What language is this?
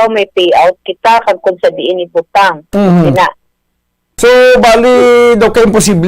Hiligaynon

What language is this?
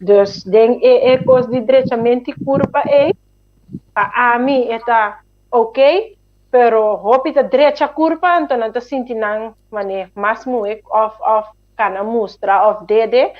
Papiamento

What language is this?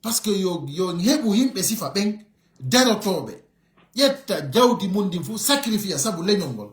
Fula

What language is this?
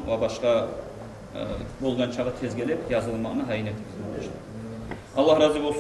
Kumyk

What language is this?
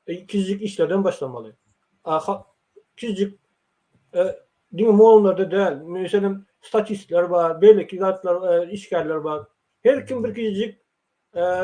Turkmen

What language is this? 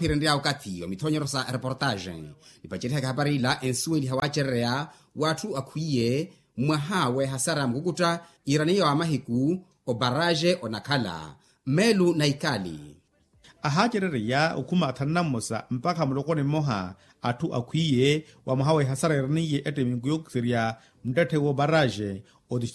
Makhuwa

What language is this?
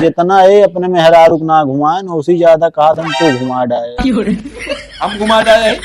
Awadhi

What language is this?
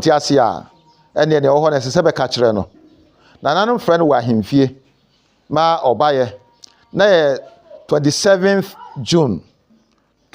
Akan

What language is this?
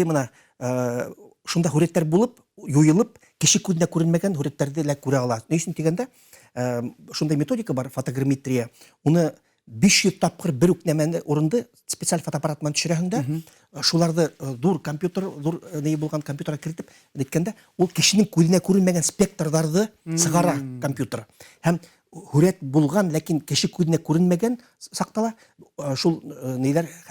Bashkir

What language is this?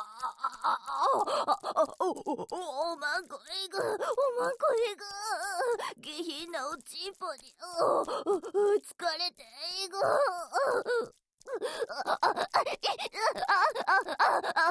Japanese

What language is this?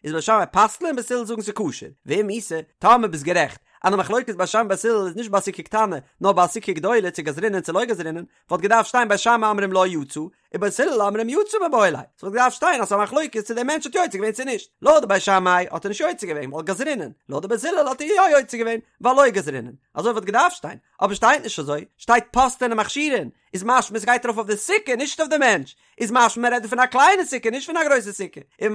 Yiddish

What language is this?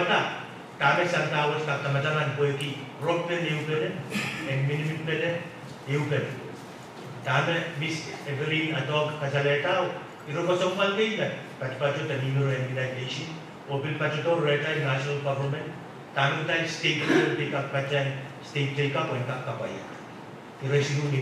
Pohnpeian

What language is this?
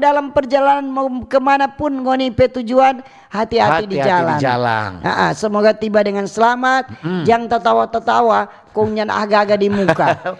Manado Malay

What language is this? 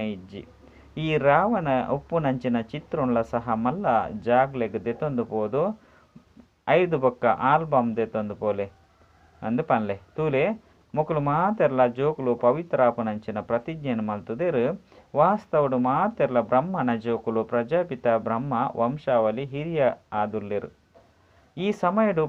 Tulu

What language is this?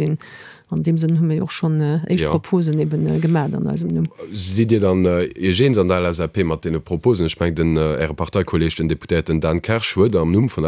Luxembourgish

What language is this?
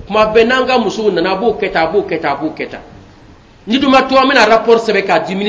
Bambara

